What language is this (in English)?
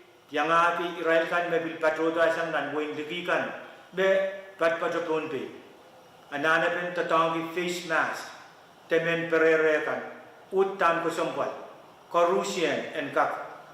Pohnpeian